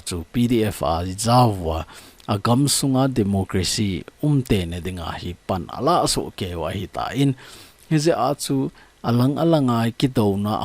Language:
Thado Chin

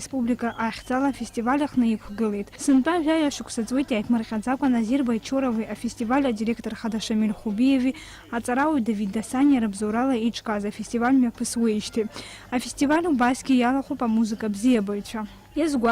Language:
Abkhazian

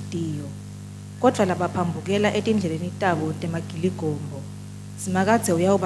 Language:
Swati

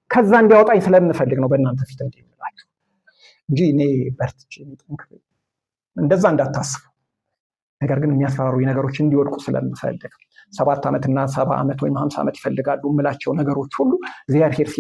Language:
Amharic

